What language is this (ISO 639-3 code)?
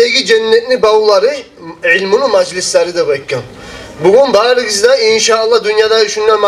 kum